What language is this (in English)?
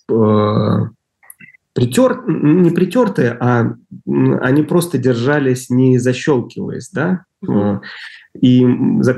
Russian